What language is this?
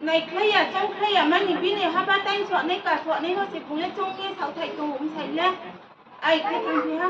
Riang (India)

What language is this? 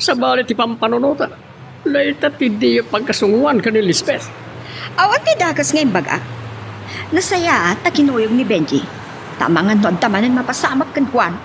Iloko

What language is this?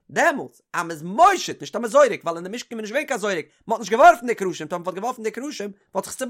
Yiddish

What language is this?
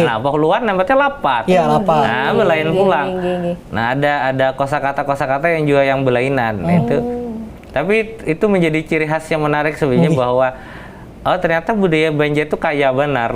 Banjar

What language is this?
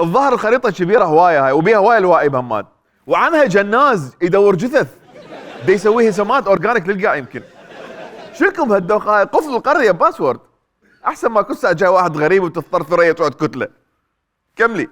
Mesopotamian Arabic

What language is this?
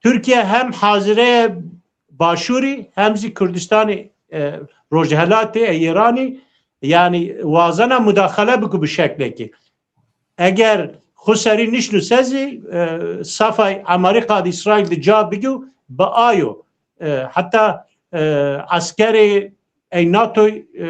Zaza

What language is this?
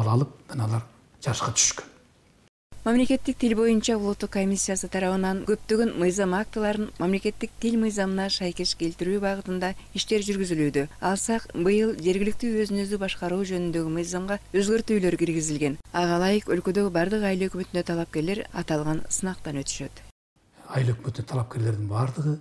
Kyrgyz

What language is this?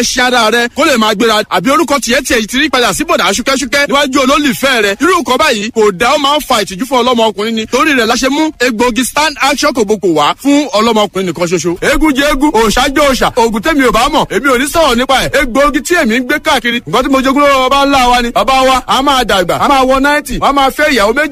Yoruba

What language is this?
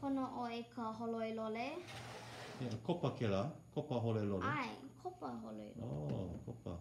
Hawaiian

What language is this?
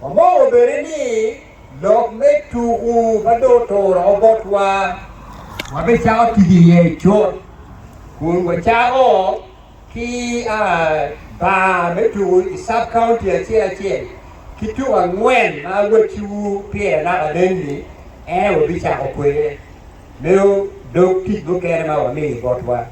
Acoli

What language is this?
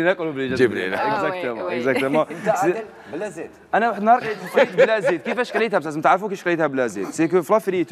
Algerian Arabic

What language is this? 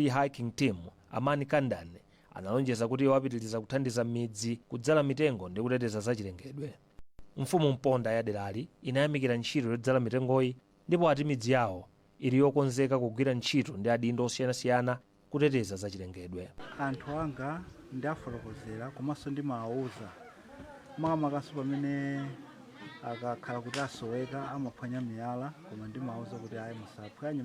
Nyanja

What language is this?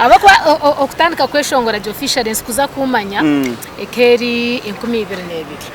Nyankole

